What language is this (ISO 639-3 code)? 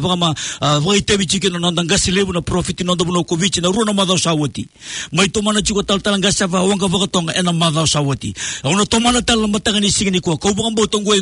fij